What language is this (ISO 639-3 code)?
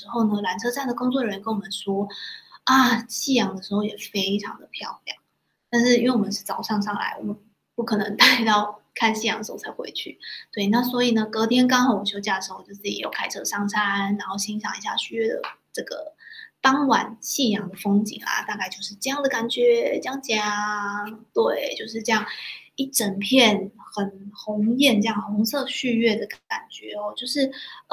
zho